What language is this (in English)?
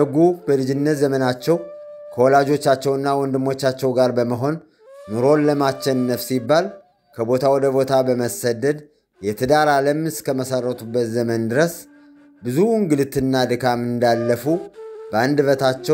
Amharic